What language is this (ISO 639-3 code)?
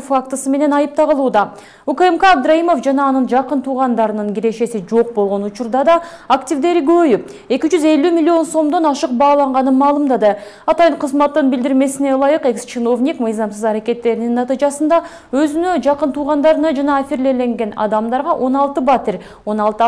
kir